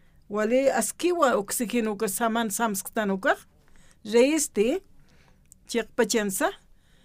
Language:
Aymara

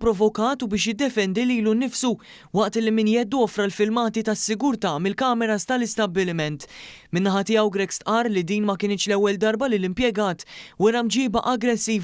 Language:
Maltese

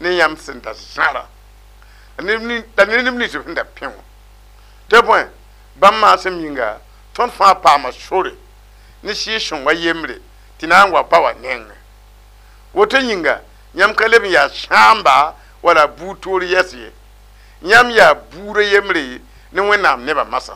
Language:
Mossi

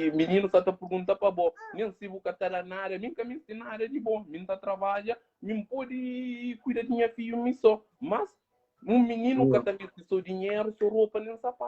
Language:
Kabuverdianu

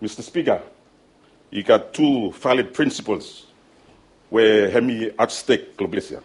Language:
Bislama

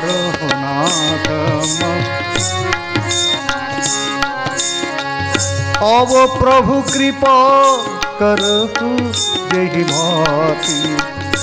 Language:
Bangla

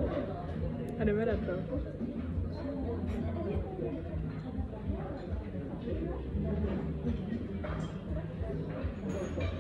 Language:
Czech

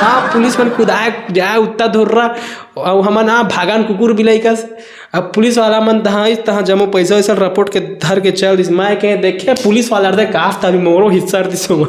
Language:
Chhattisgarhi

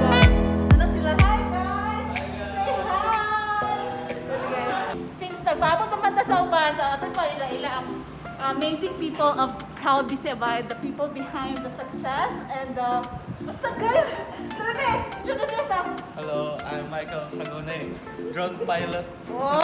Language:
Cebuano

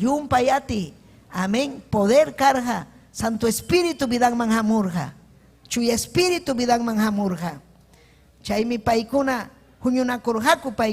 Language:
Ayacucho Quechua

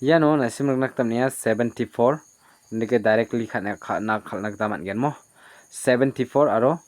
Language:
Garo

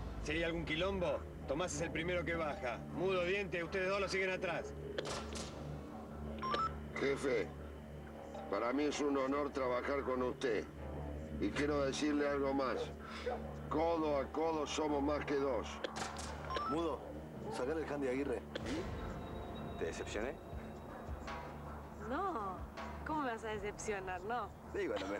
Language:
Spanish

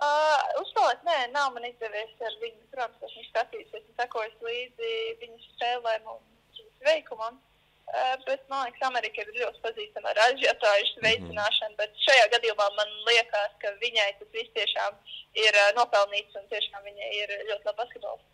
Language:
Latvian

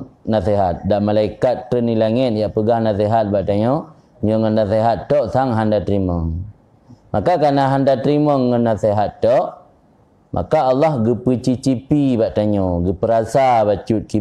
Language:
Achinese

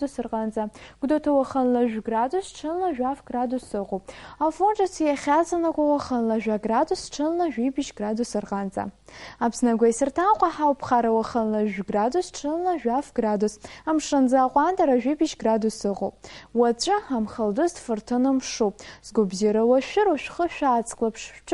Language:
Abkhazian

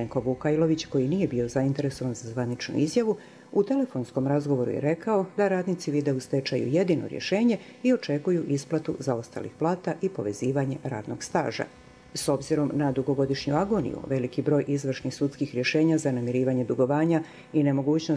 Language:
Croatian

